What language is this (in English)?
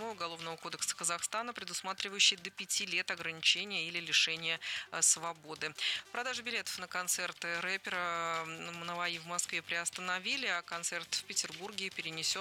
Russian